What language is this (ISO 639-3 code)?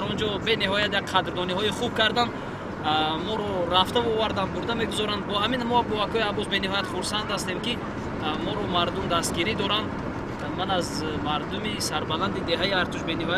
tgk